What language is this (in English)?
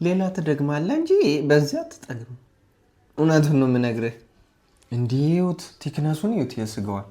Amharic